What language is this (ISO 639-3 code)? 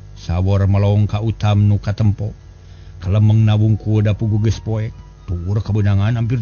sun